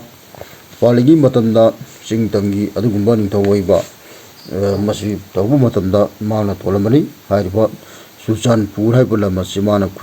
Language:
Manipuri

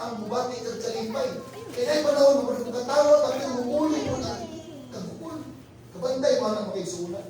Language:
Cebuano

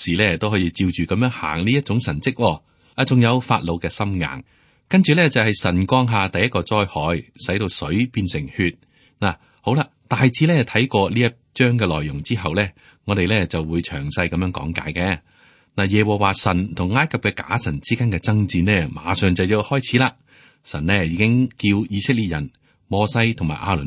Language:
Cantonese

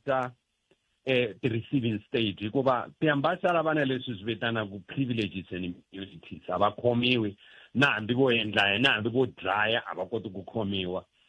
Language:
Tsonga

